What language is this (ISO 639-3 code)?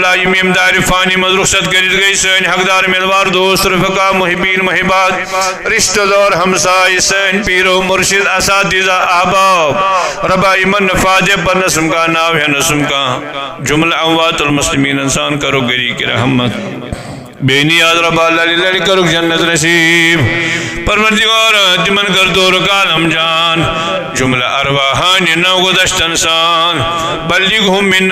kas